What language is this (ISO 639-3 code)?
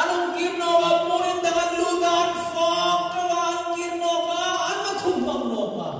hmr